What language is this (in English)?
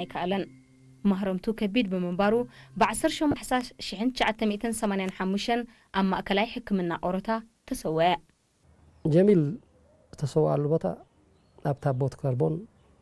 Tigrinya